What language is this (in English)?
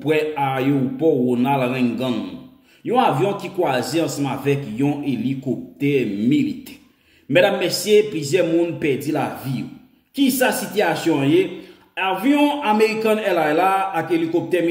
Haitian Creole